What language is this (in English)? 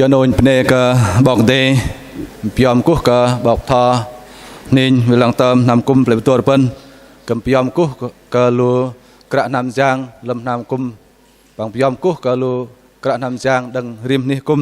Bahnar